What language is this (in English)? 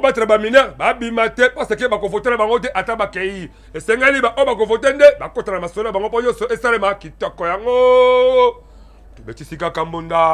Lingala